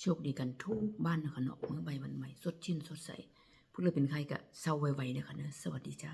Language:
Northeastern Thai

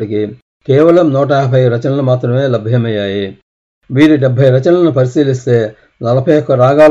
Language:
Telugu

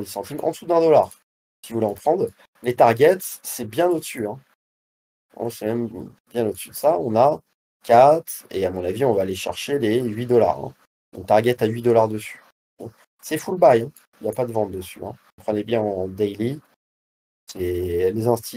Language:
French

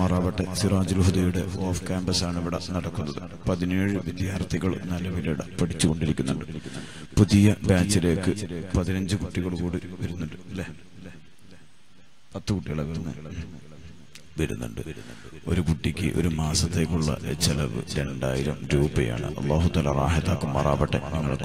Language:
Malayalam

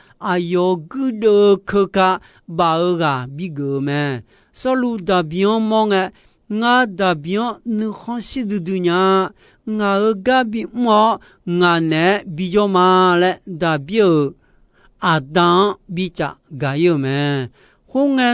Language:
Akha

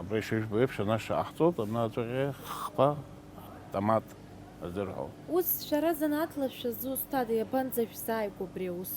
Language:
Abkhazian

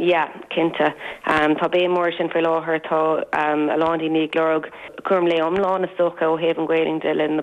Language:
Irish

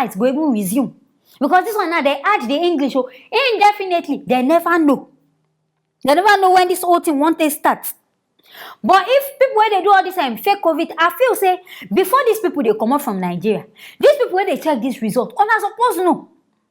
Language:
Nigerian Pidgin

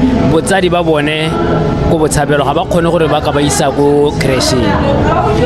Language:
Tswana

